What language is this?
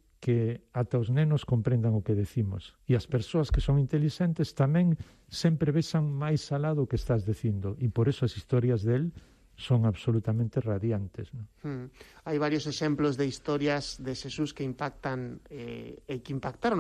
Galician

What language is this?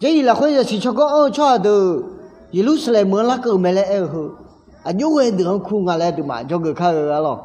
Akha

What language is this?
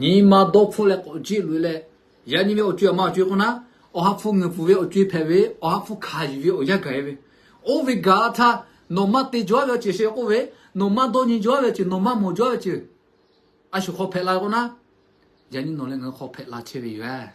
Lahu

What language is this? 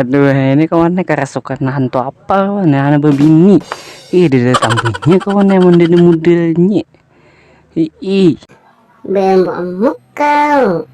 Banjar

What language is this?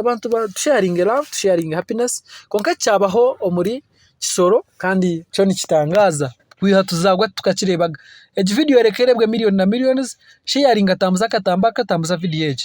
Nyankole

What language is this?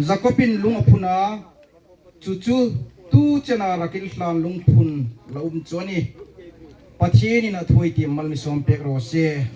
Hmar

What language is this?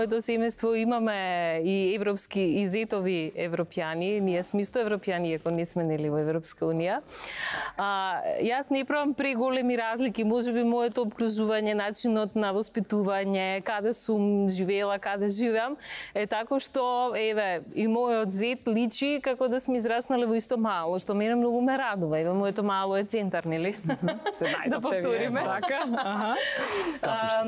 Macedonian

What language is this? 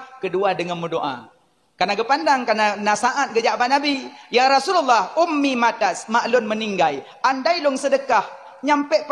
Achinese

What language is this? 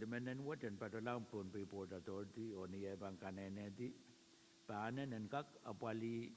Pohnpeian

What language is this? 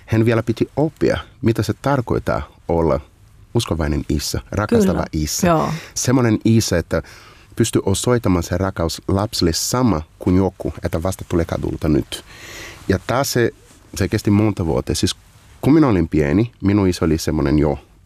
Finnish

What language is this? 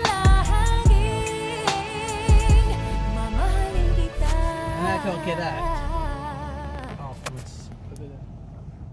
Filipino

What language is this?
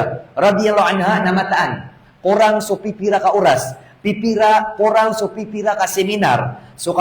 Maranao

